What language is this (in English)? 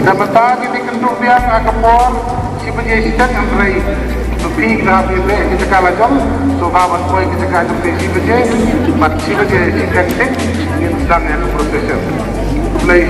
Khasi